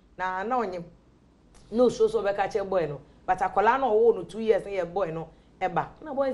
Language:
Akan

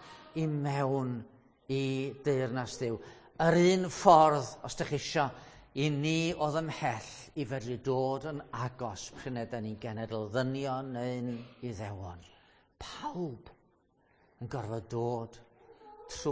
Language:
Welsh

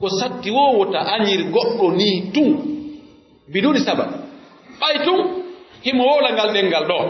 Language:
Pular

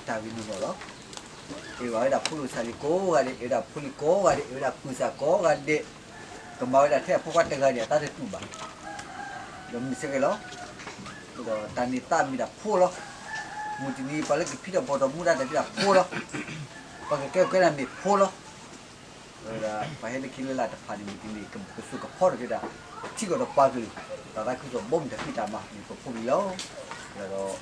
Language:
S'gaw Karen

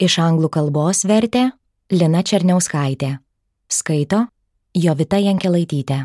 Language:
Lithuanian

